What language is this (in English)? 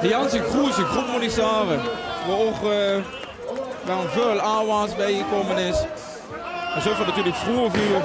Limburgish